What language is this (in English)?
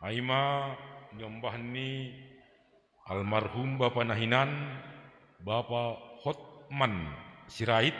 Batak Simalungun